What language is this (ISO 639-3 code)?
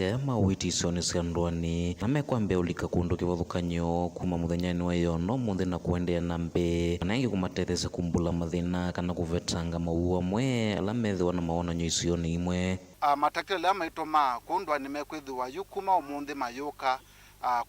kam